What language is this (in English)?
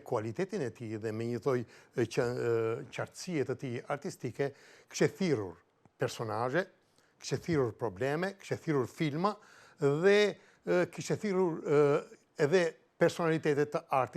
Albanian